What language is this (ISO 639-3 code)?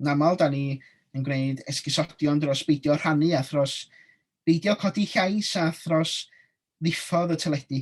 cym